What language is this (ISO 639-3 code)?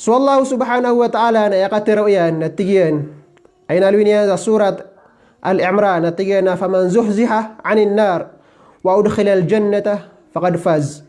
mrw